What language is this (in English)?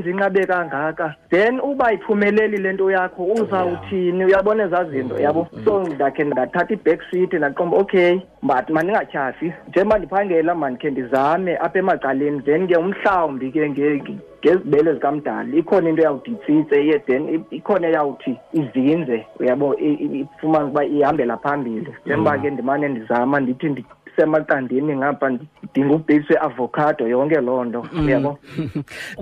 Xhosa